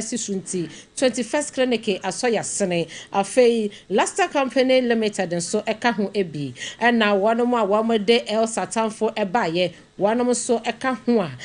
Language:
Akan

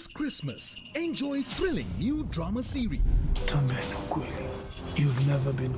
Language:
Meru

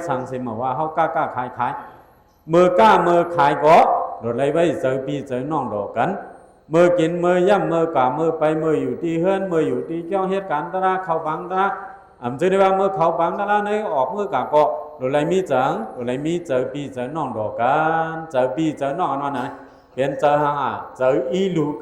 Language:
Shan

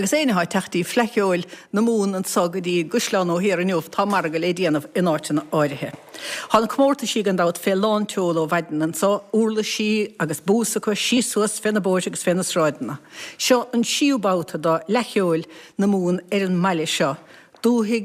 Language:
Irish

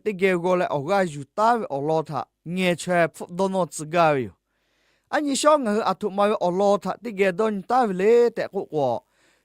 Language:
Lahu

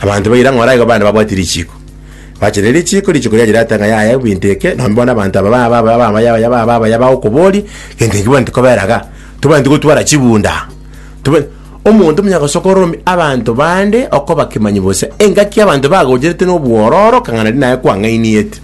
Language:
Gusii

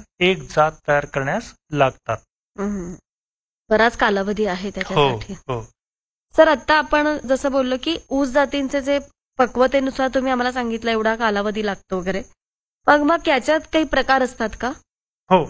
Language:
Marathi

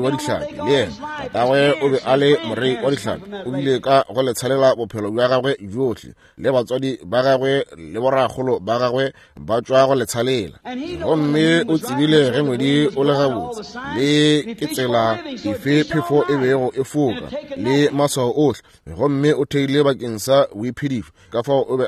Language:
Northern Sotho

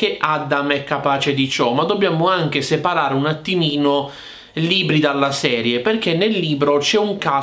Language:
Italian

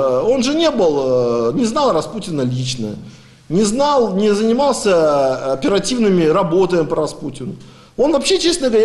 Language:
Russian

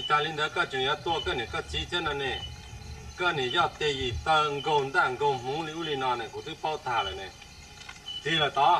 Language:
Hmong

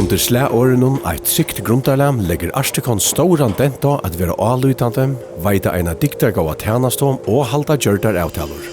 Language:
Faroese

